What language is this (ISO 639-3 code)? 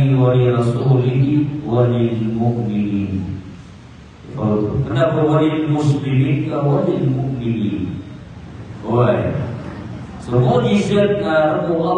mrw